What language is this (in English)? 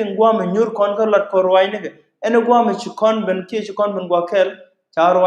Nuer